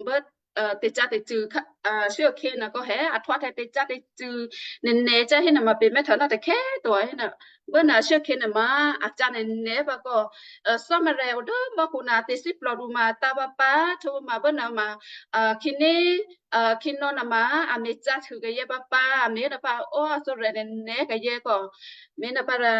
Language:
Western Kayah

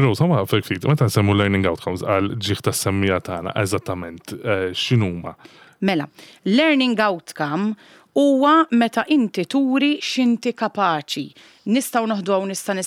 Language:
Maltese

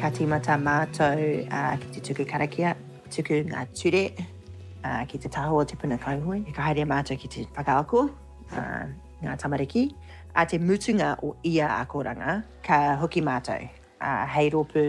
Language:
Māori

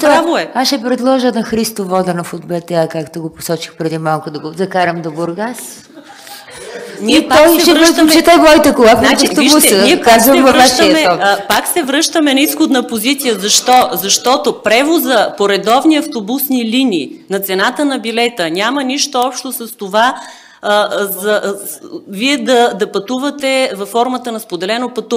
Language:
Bulgarian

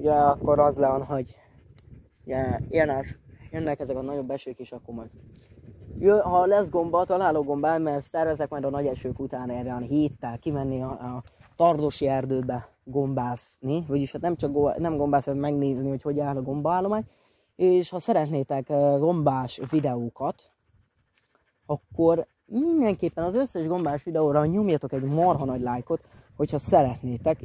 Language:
Hungarian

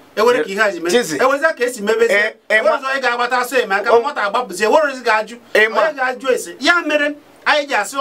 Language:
Igbo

